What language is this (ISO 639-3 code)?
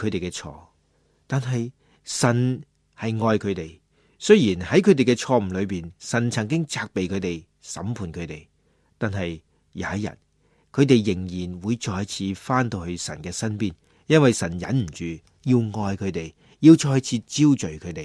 yue